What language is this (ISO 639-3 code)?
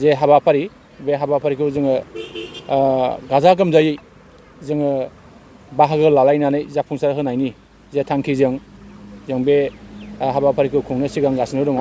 brx